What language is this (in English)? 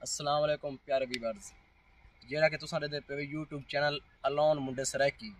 Saraiki